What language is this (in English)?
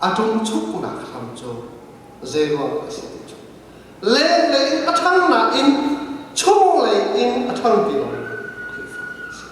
Hakha Chin